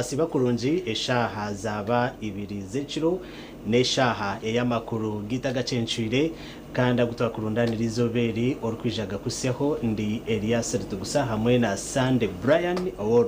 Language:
Nyankole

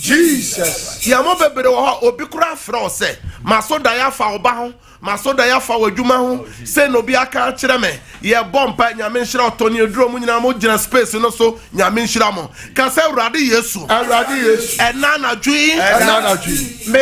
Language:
Akan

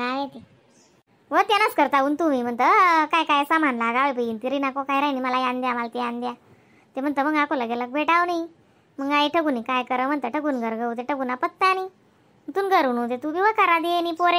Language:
Khandesi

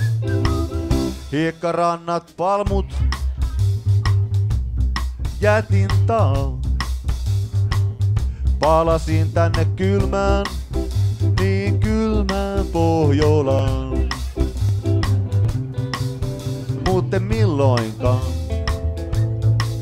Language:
Finnish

